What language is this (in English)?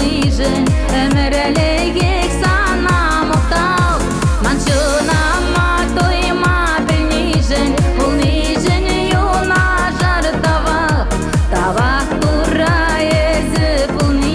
Chuvash